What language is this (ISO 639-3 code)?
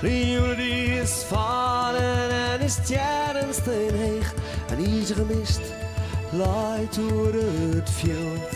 fry